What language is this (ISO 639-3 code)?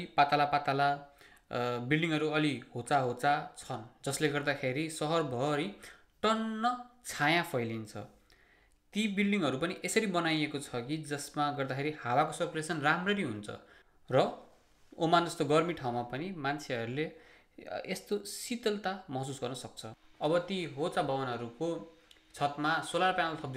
nep